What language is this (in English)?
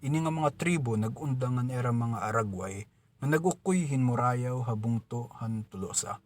Waray